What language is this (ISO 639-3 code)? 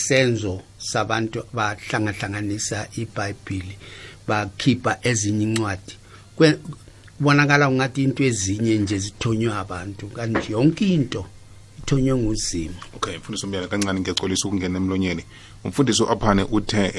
nbl